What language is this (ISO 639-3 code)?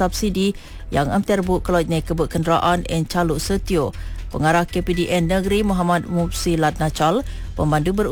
msa